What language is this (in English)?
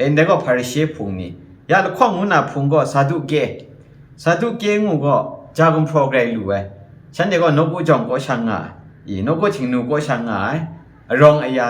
Kachin